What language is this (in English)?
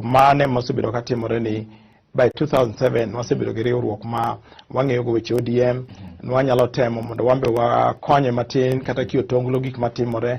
Luo (Kenya and Tanzania)